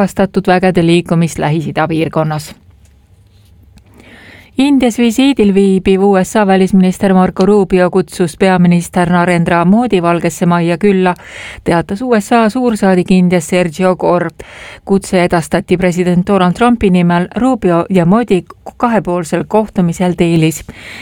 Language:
Estonian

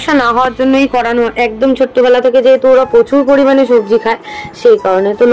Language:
Bangla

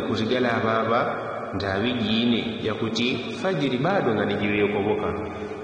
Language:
Yao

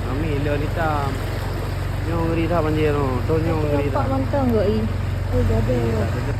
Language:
Achinese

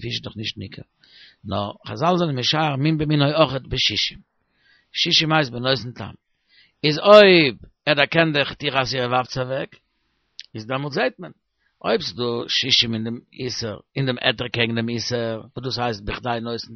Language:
Yiddish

